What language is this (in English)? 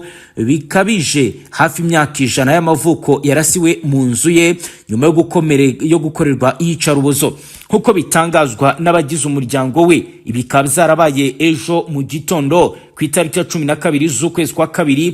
Kinyarwanda